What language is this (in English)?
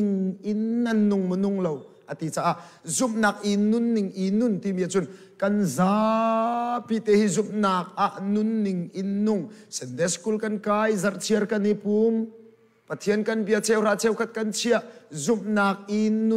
Hakha Chin